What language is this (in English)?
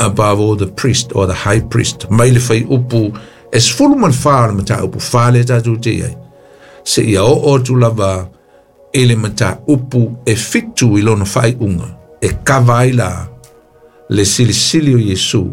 Samoan